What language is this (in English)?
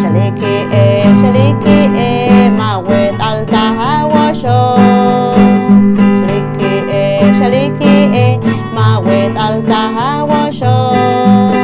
Poqomchi'